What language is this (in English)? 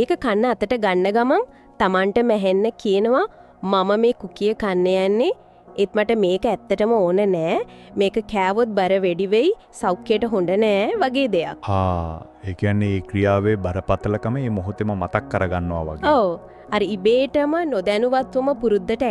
Sinhala